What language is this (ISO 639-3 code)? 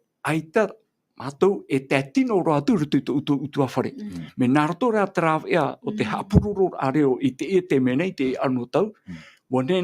tah